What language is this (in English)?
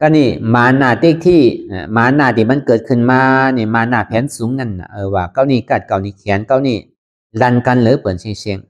Shan